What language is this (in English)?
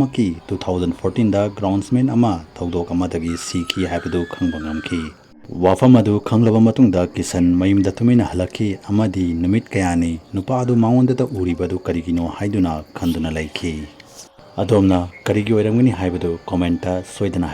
Manipuri